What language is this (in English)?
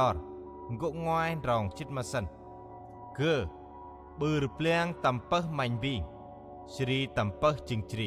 Central Mnong